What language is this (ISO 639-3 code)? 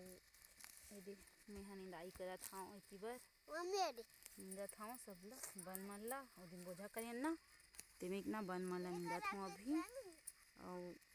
hne